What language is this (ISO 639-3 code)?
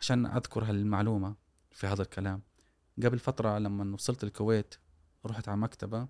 afb